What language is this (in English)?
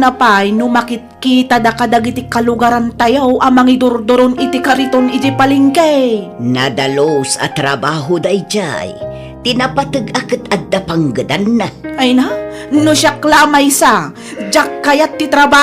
Iloko